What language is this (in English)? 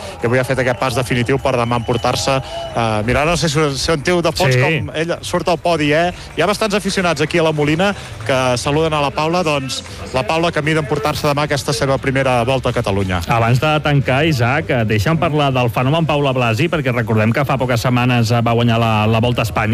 Catalan